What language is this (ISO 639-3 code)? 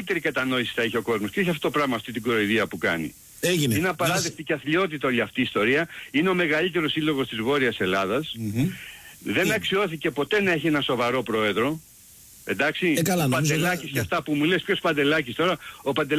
ell